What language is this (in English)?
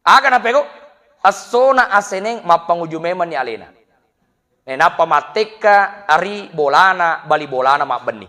Buginese